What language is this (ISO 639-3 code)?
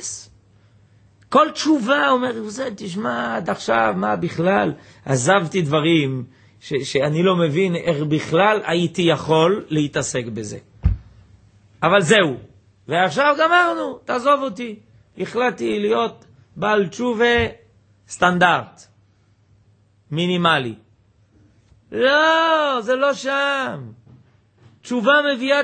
heb